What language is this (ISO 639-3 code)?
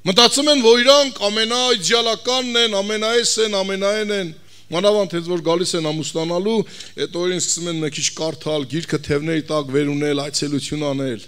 hye